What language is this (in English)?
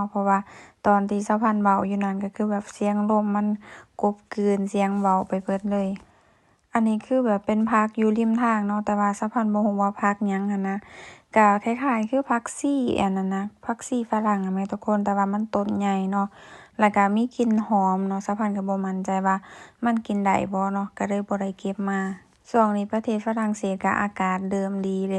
Lao